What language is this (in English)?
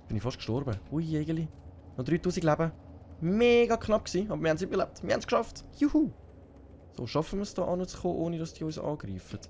Swiss German